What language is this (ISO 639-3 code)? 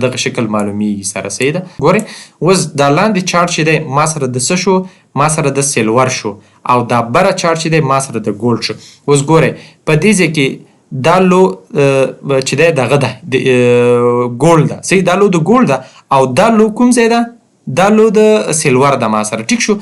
pus